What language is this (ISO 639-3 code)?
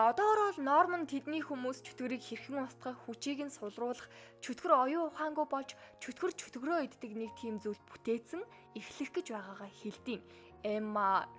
mon